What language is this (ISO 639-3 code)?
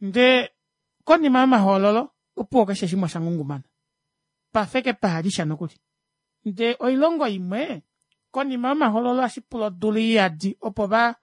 kua